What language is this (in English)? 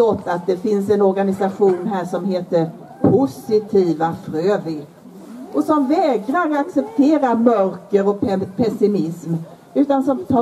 Swedish